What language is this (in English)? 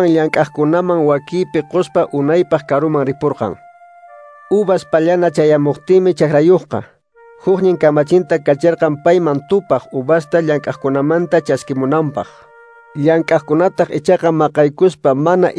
Quechua